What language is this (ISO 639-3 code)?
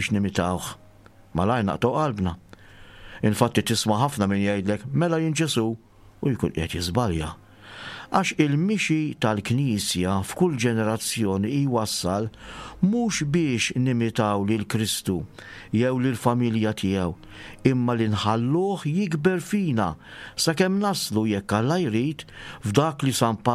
mlt